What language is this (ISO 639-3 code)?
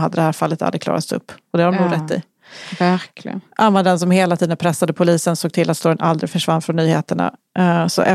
swe